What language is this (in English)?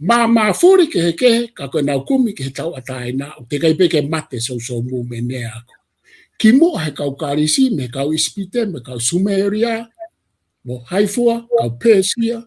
Tongan